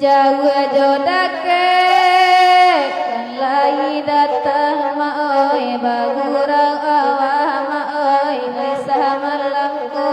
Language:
Minangkabau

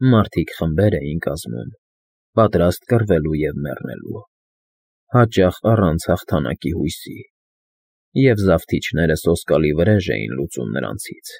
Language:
Armenian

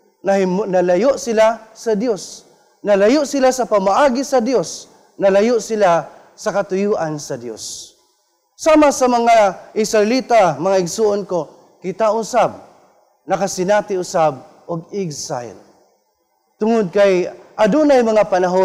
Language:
Cebuano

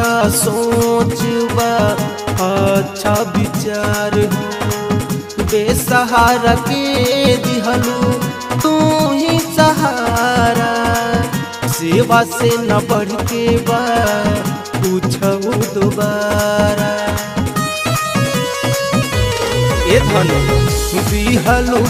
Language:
Bhojpuri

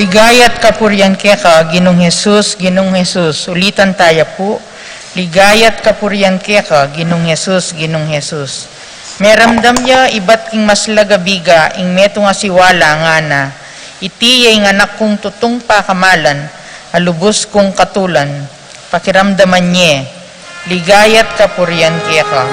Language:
Pampanga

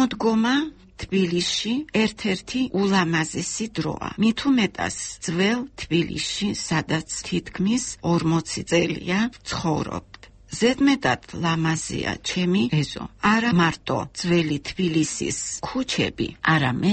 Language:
Georgian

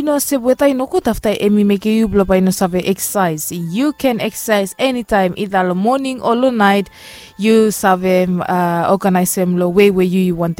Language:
Bislama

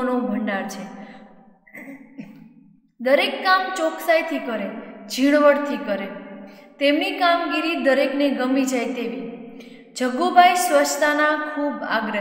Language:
Gujarati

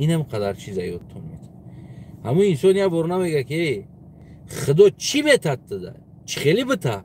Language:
Tajik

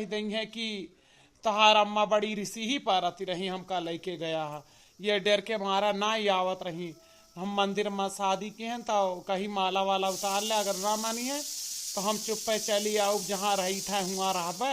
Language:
Awadhi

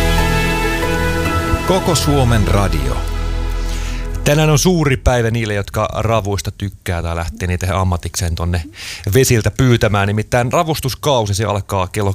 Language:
Finnish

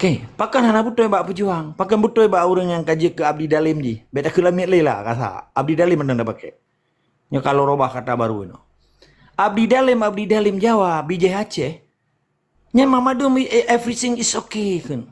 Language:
Achinese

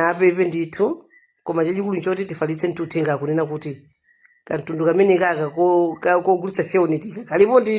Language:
Nyanja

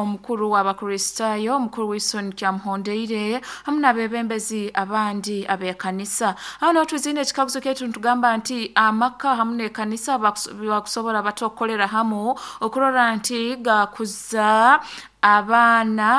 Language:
Nyoro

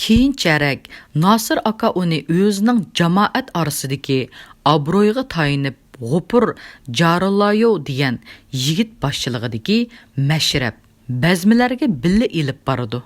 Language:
Uyghur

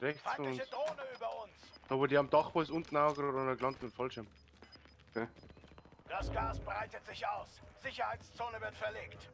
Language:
Bavarian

